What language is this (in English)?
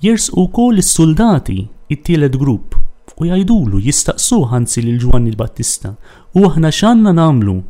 Maltese